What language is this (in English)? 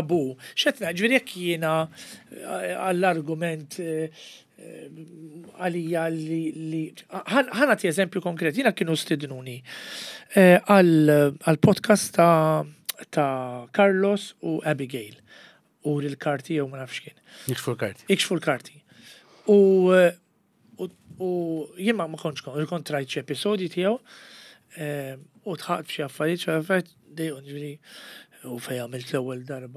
Maltese